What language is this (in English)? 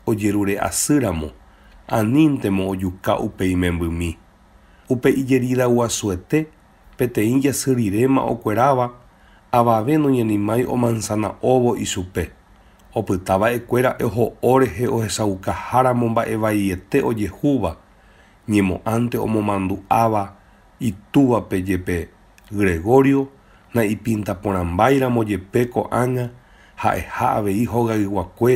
Guarani